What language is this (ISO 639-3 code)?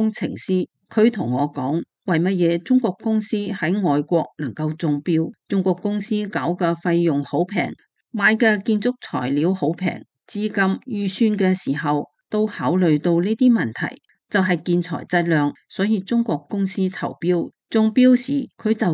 yue